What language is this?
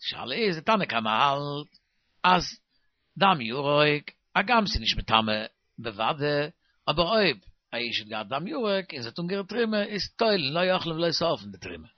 Yiddish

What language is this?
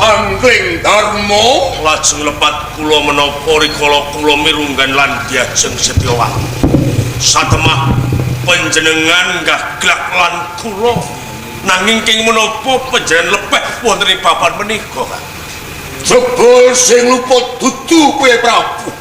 Javanese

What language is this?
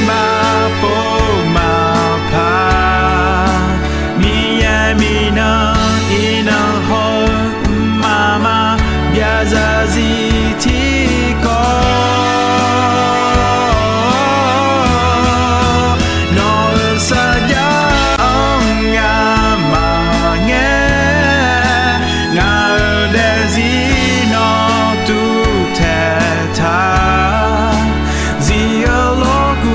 Akha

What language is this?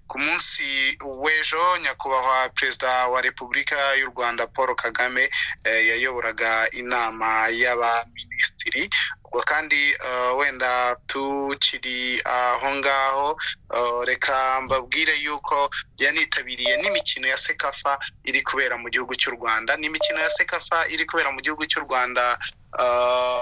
Kinyarwanda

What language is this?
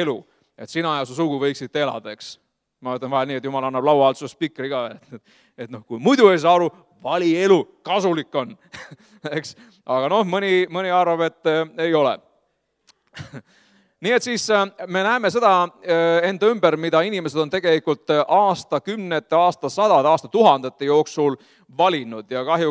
Estonian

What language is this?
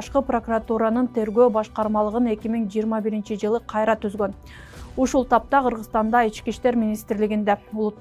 Kyrgyz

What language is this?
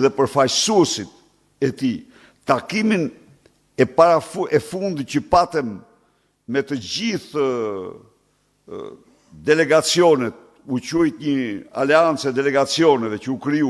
Albanian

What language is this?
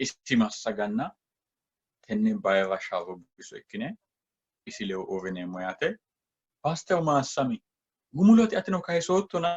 Sidamo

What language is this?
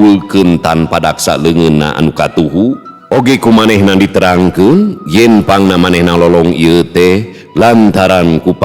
Sundanese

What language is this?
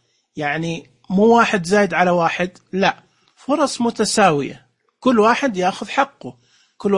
Najdi Arabic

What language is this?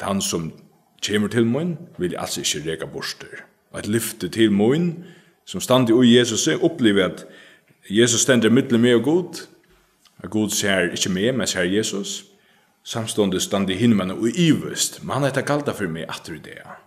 Faroese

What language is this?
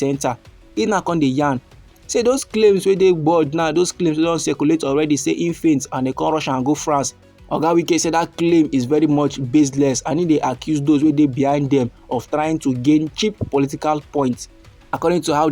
Nigerian Pidgin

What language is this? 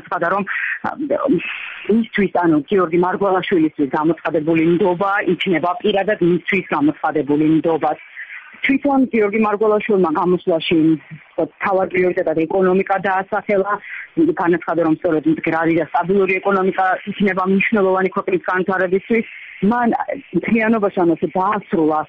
Georgian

